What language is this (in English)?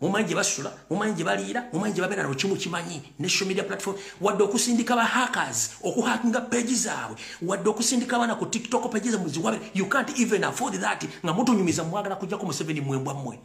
Ganda